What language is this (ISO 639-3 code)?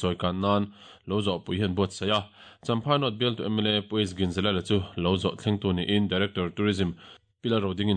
lus